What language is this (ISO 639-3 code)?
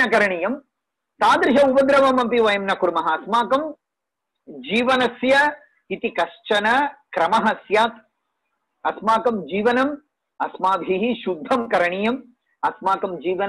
san